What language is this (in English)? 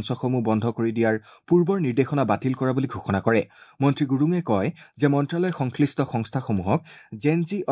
Assamese